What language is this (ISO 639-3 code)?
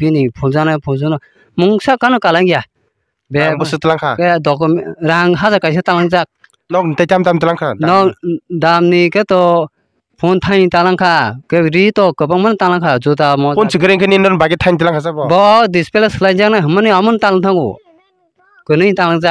trp